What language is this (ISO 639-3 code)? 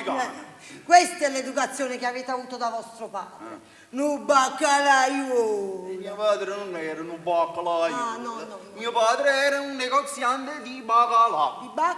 nap